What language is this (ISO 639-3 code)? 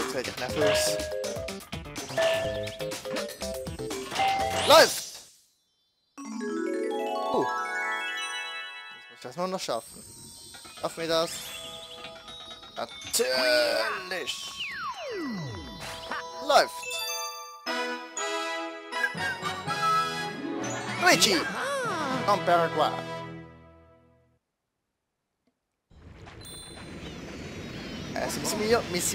deu